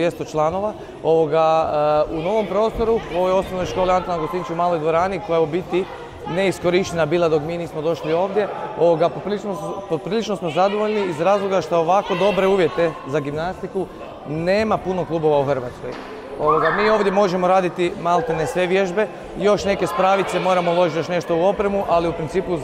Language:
Croatian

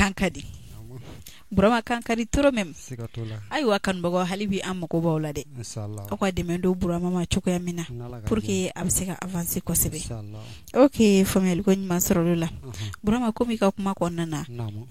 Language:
Bambara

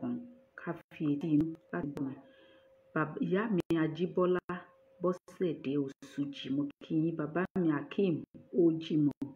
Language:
Yoruba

